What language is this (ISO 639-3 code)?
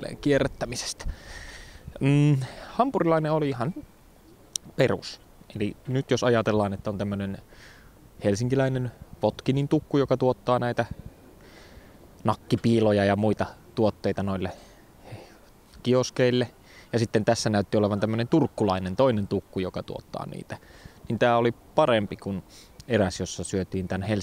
fin